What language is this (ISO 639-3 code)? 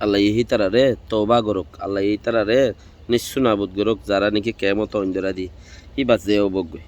rhg